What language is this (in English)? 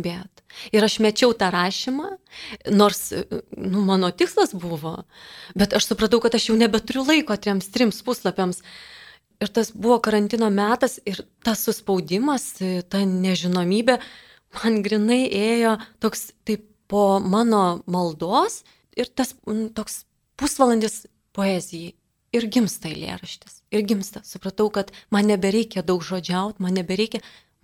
Lithuanian